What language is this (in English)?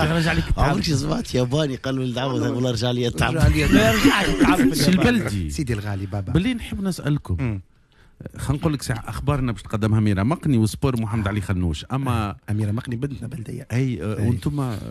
Tunisian Arabic